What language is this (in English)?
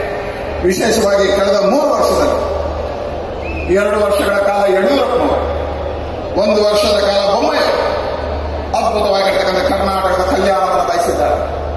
Kannada